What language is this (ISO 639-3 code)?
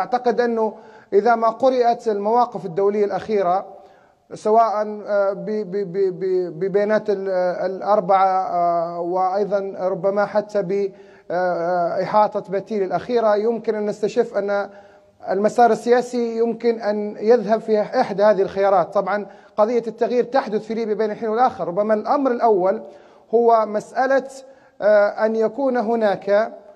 ara